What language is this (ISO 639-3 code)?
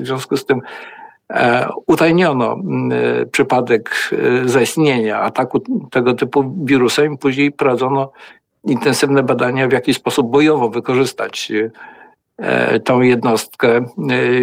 pol